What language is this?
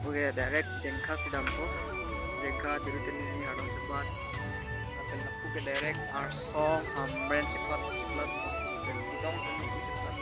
Karbi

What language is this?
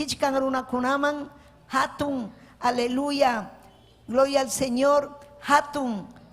Ayacucho Quechua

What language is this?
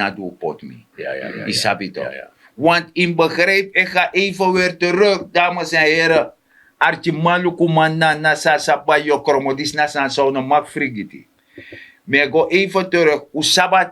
Sranan Tongo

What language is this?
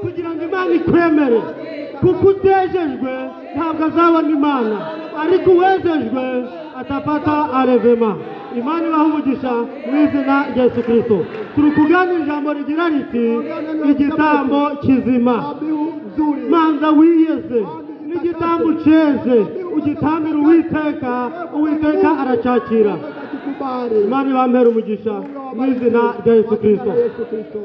Kinyarwanda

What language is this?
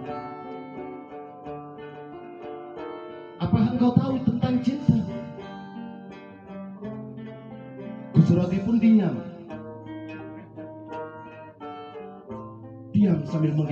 Indonesian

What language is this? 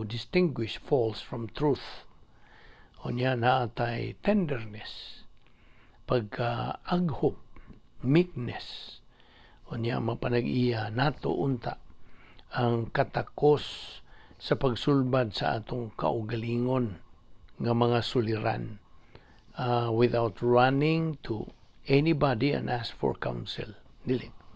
Cebuano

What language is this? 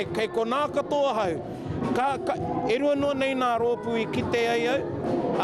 Māori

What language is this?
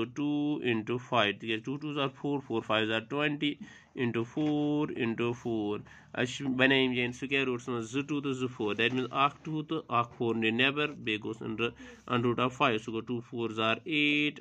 Kashmiri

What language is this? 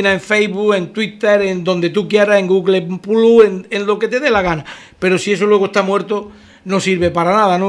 Spanish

